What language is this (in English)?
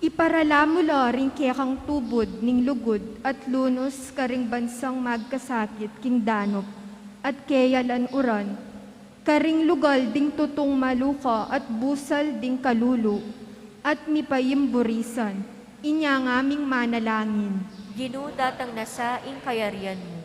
Pampanga